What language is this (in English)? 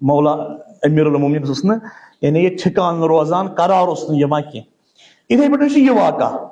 Kashmiri